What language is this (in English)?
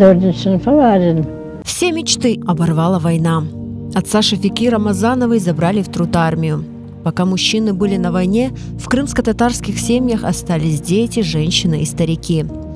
Crimean Tatar